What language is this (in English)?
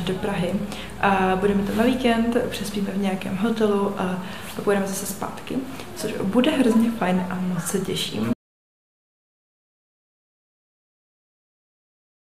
Czech